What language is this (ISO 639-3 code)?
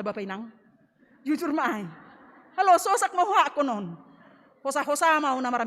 bts